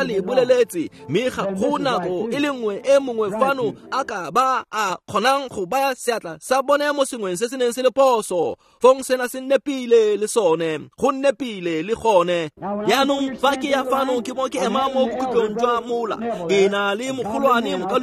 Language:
Tswana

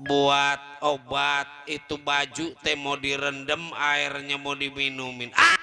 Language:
Betawi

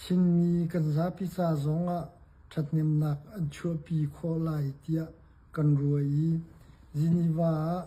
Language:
Hakha Chin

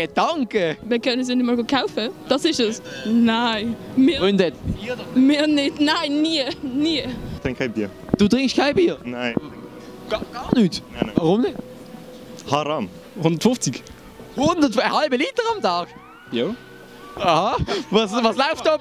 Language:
Swiss German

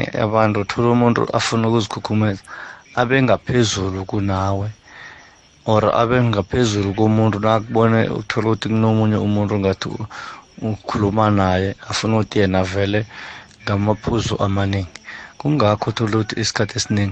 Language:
South Ndebele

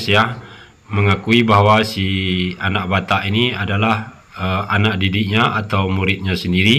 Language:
Indonesian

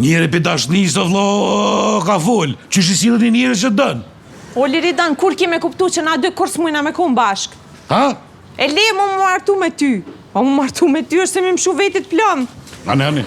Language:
Albanian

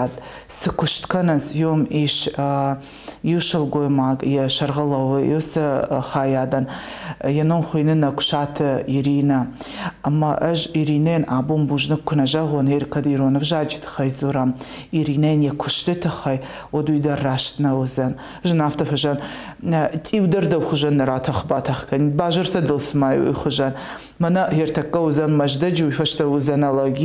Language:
Ossetic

